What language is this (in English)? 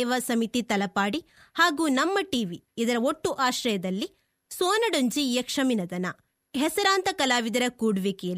Tulu